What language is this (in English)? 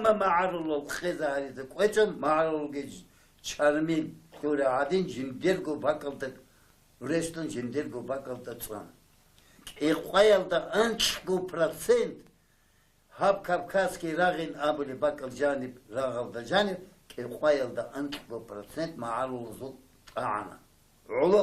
Avaric